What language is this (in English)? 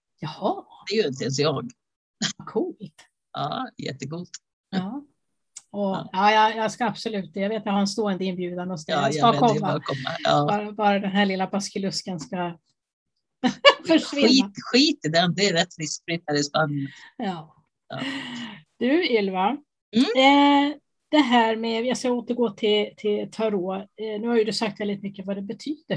Swedish